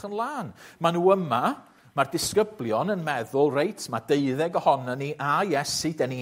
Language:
Welsh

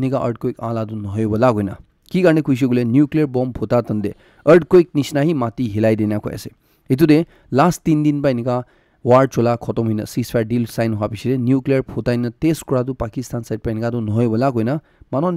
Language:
Naga Pidgin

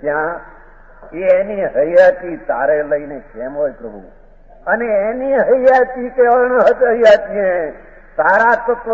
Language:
Gujarati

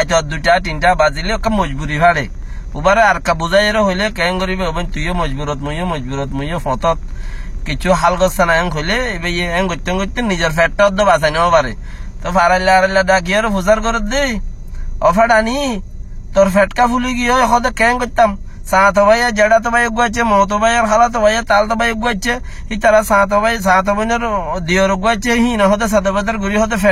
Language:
Rohingya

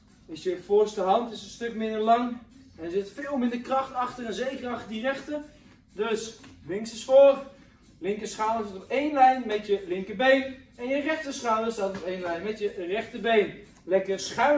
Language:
Dutch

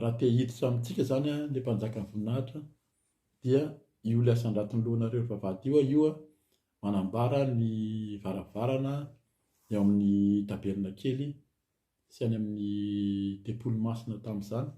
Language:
Malagasy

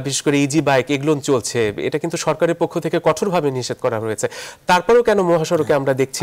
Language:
Bangla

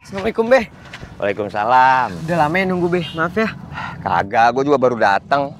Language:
Betawi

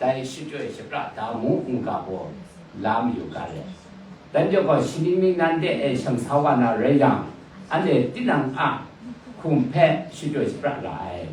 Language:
Kachin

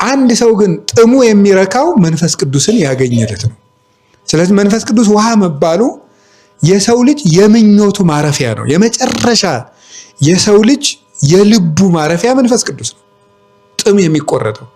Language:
Amharic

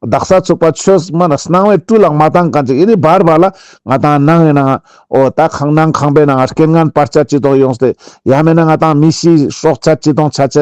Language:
Ladakhi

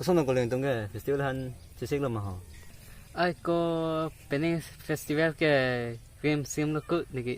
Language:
Karbi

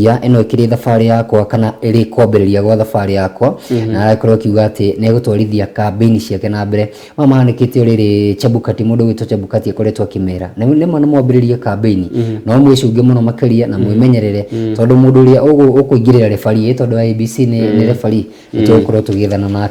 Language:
Kikuyu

